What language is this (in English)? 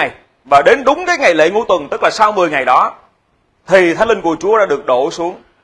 Vietnamese